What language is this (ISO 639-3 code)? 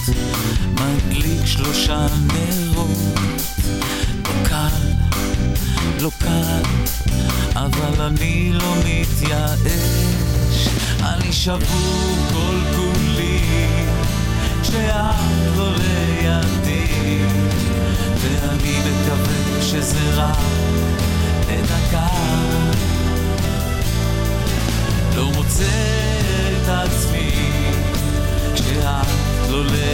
heb